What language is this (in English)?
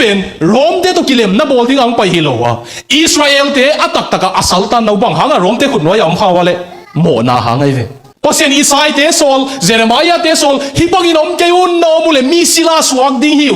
Tedim Chin